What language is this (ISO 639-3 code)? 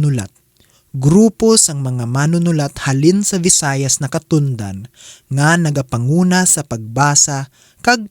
hil